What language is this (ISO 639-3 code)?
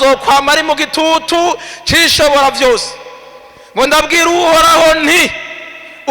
run